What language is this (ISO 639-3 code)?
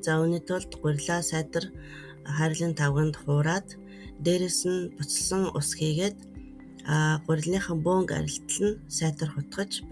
mon